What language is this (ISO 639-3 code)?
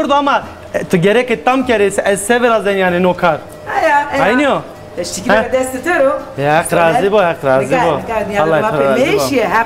zza